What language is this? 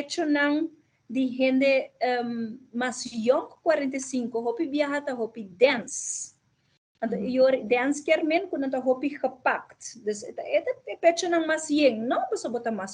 Papiamento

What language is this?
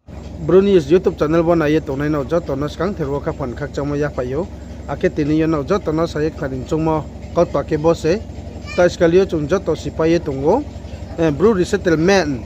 Riang (India)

